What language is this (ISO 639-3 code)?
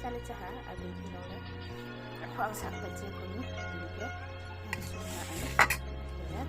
ria